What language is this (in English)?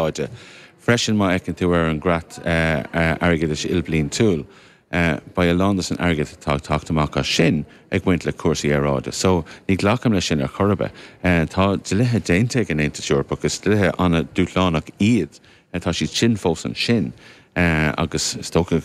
Irish